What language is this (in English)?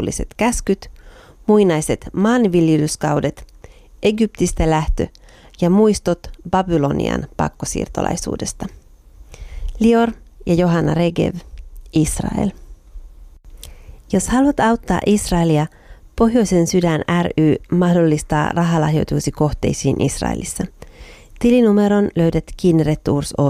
Finnish